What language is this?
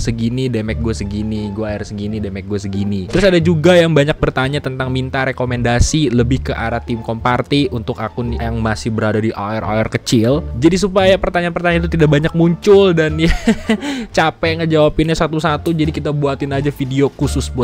Indonesian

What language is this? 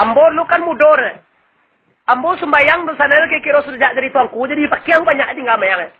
Minangkabau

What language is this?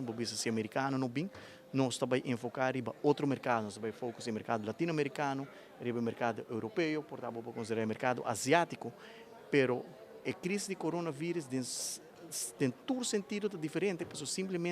Papiamento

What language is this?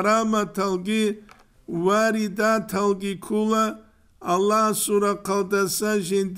Avaric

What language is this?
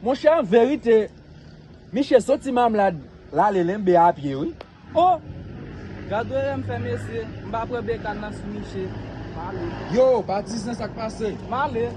Haitian Creole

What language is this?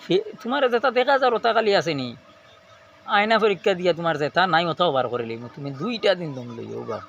Sylheti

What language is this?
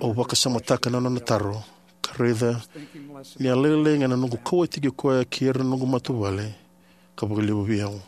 Fijian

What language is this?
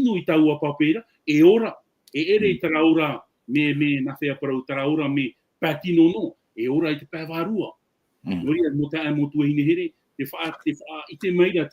Tahitian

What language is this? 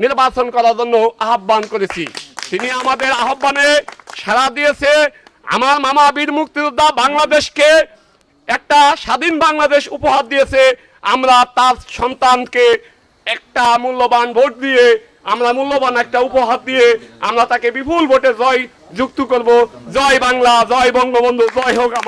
Bangla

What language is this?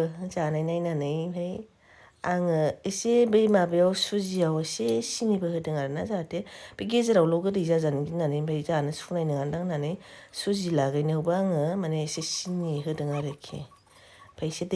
Bodo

